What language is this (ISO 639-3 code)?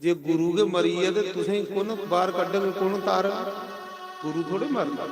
doi